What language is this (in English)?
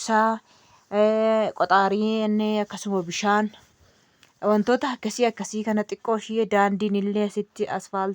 Oromo